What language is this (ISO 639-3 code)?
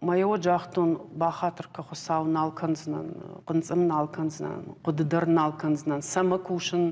oss